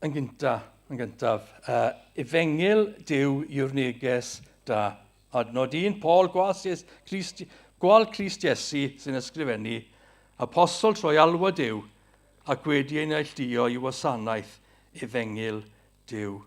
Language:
Welsh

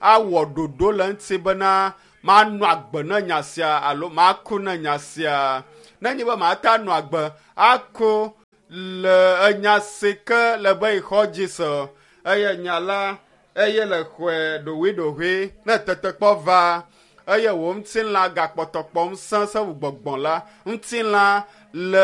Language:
Ewe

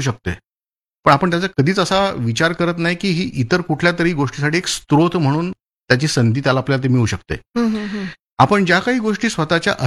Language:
Marathi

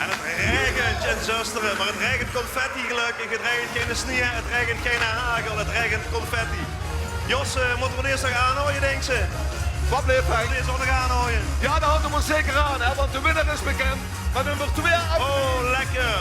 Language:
Limburgish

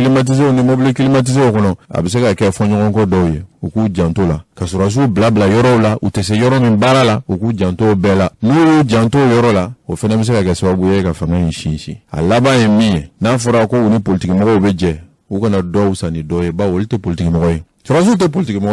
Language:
Bambara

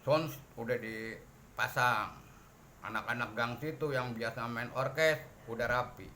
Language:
Betawi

